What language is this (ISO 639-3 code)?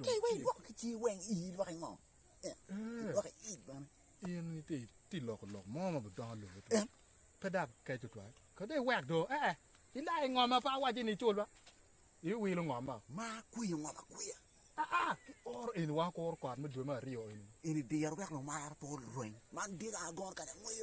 ach